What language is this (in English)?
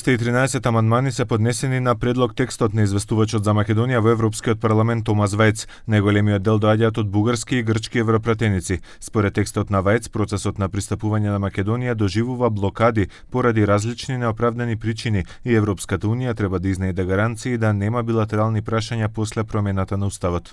Macedonian